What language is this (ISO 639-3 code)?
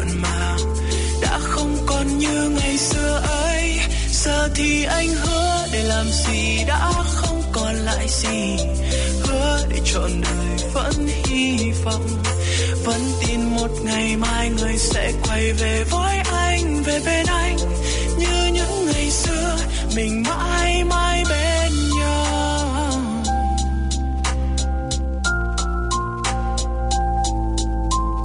vie